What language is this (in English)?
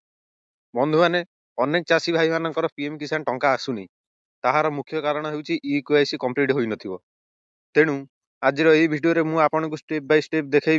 Odia